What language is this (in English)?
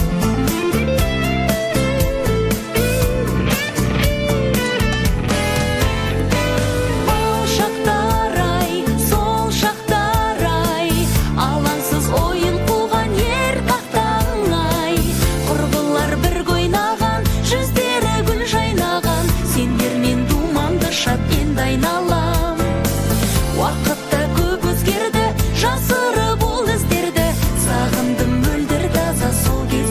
Kazakh